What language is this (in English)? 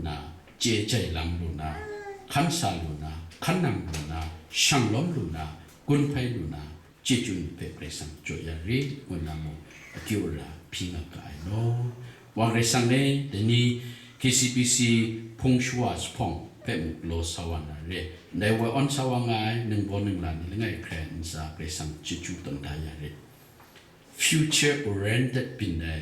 Kachin